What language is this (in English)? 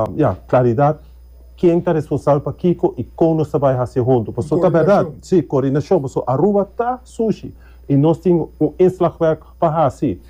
Papiamento